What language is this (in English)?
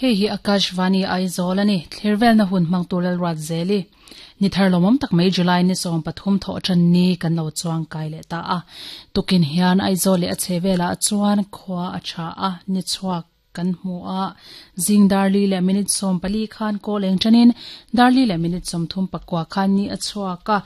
Mizo